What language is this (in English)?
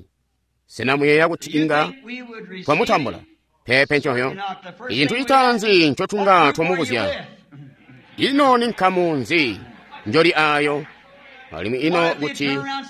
Tonga (Zambia)